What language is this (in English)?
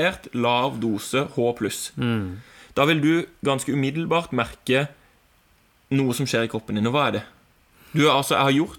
Norwegian